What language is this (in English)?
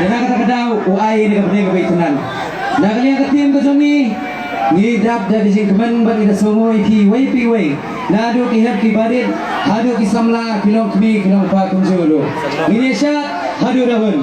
Khasi